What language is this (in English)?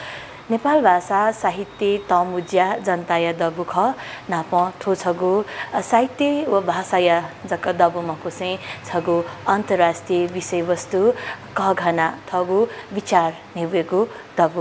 Newari